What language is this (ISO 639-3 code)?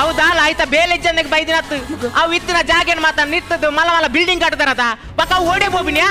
tcy